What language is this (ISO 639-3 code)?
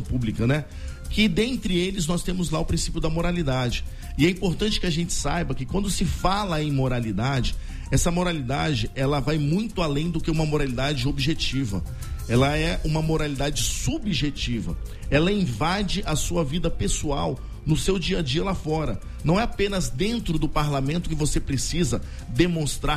por